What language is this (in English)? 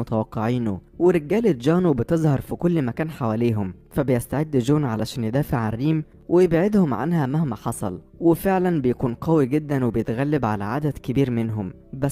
Egyptian Arabic